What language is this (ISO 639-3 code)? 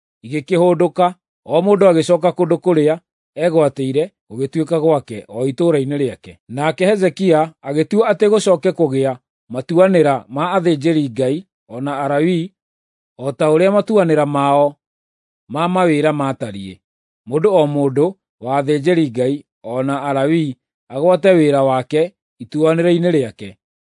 kik